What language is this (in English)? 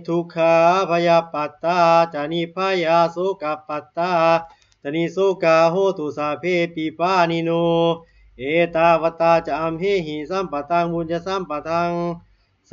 Pali